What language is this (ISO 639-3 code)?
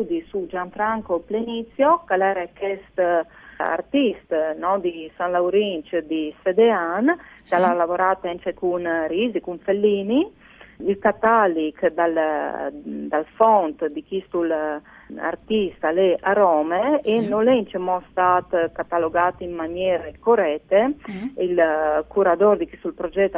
fur